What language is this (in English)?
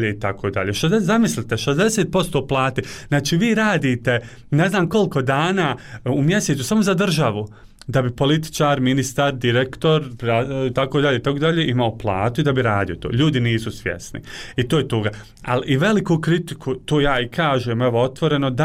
Bosnian